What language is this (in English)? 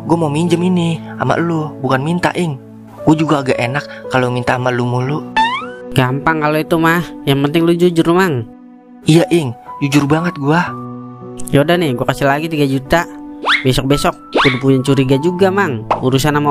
Betawi